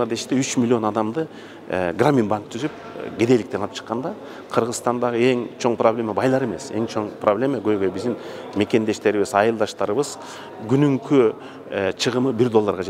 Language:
Kyrgyz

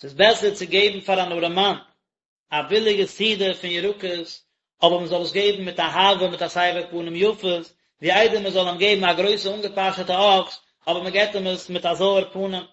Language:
Yiddish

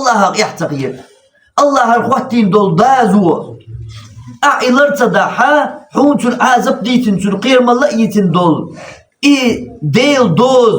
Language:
Chechen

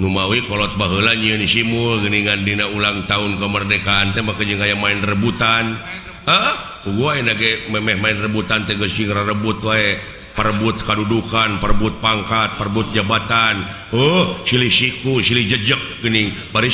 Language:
Sundanese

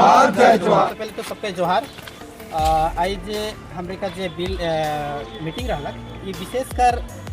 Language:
Sadri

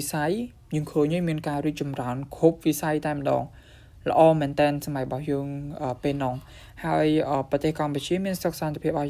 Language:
Khmer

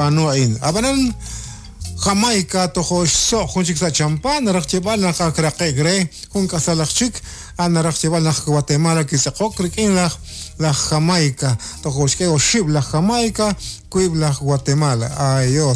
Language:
Kekchí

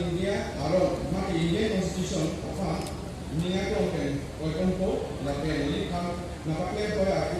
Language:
Karbi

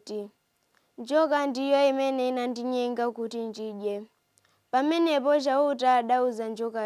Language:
Nyanja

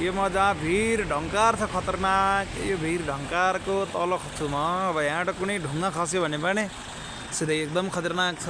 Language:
Nepali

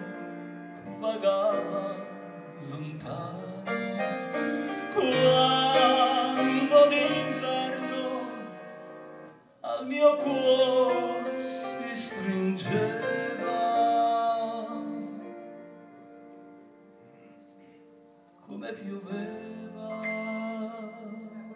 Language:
Italian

